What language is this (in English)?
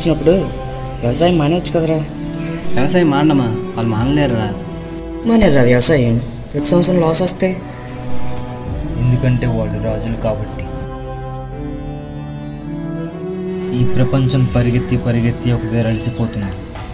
Telugu